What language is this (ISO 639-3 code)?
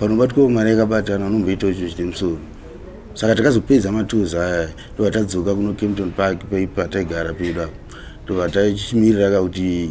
sna